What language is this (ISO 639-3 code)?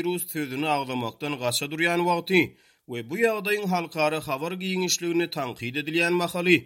tuk